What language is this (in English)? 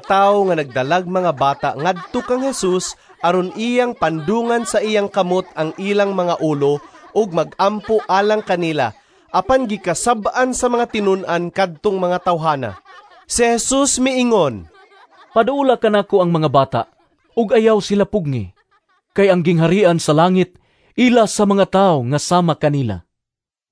Cebuano